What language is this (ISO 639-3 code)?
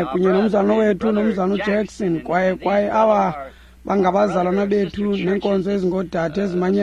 xho